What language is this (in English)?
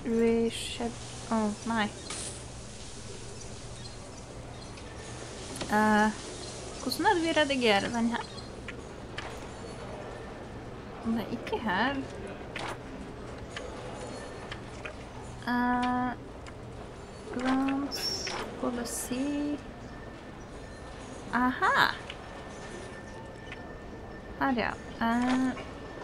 Norwegian